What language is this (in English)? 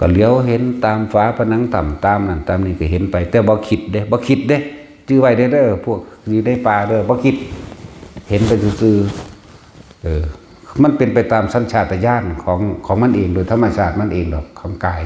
Northeastern Thai